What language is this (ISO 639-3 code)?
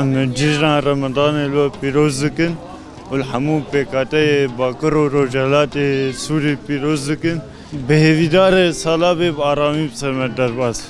kur